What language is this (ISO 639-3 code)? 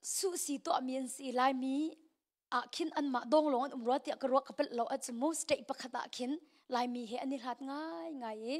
cnh